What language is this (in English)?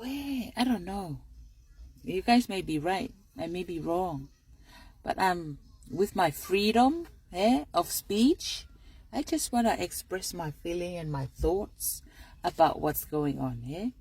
Tongan